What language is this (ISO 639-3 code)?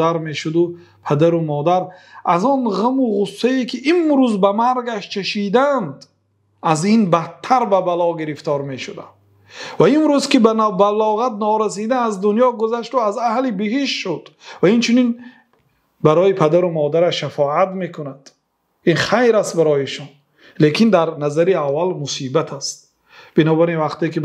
fas